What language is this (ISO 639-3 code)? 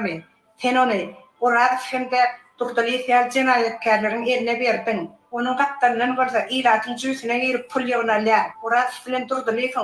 tuk